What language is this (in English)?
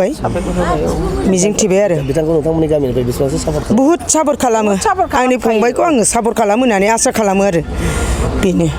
Bodo